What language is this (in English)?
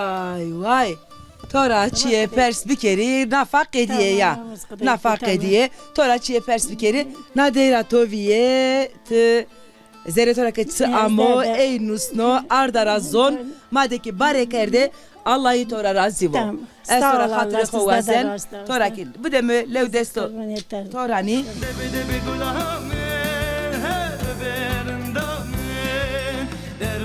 Zaza